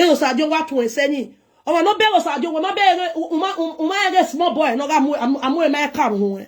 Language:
Nigerian Pidgin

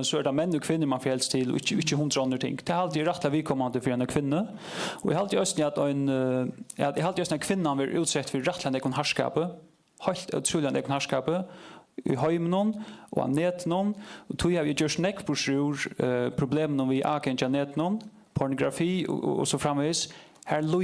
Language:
Faroese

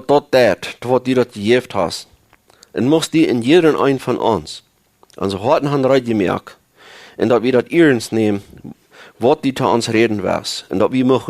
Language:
Plautdietsch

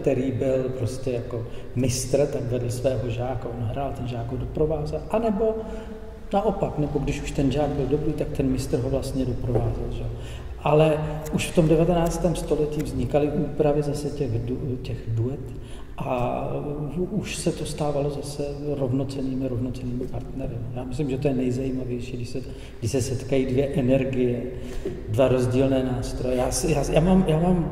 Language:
Czech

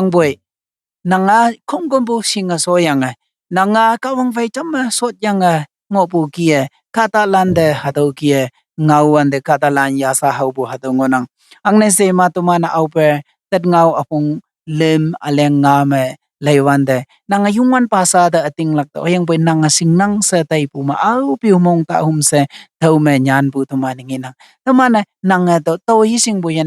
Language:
Konyak Naga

